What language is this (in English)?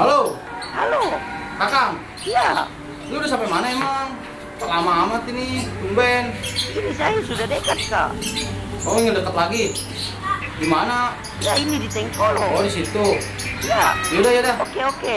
Betawi